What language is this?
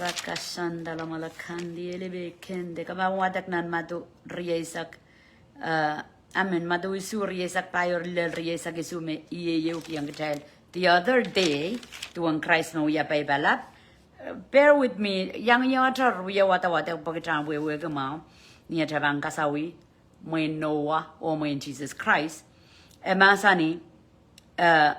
Pohnpeian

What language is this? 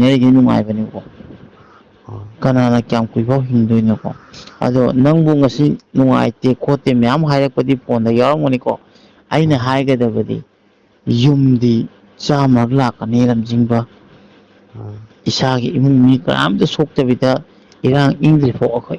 Manipuri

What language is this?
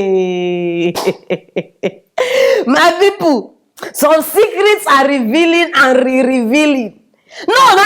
Nigerian Pidgin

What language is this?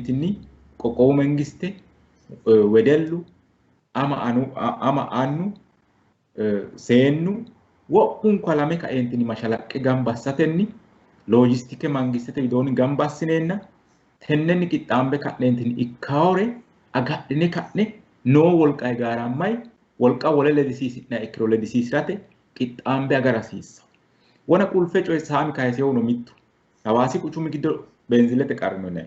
Sidamo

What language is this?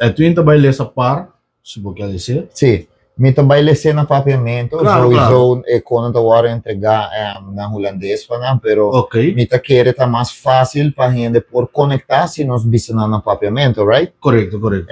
Papiamento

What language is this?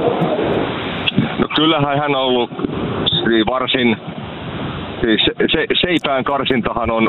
Finnish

